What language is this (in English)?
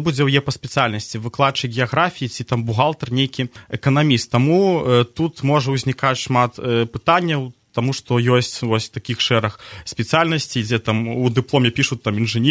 Belarusian